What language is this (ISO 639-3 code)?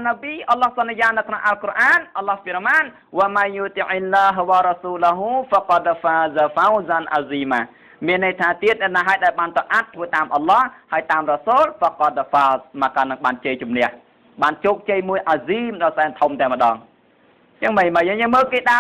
khm